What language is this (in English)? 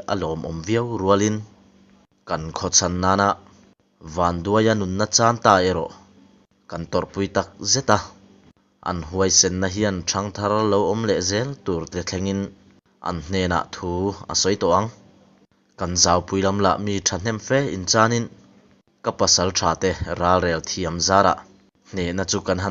Mizo